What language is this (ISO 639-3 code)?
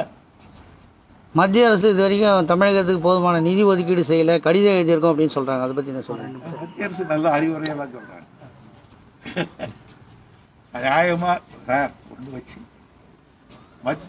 tam